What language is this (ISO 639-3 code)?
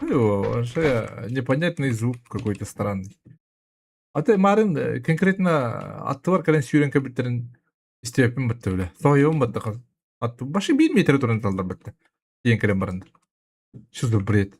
sah